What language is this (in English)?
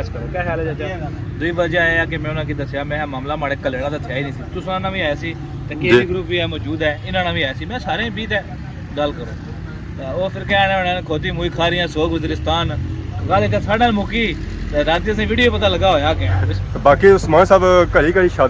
Pahari-Potwari